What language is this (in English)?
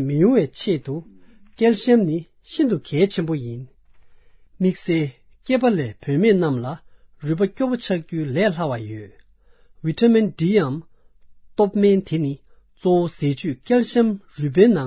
Tibetan